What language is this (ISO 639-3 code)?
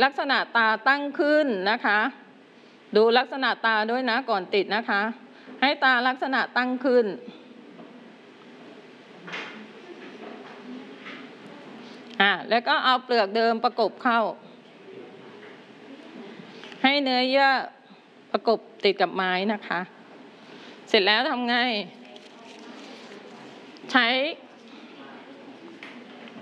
tha